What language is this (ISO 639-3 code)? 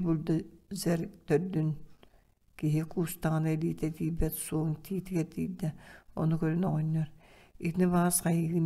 sah